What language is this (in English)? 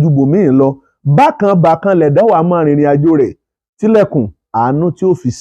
Yoruba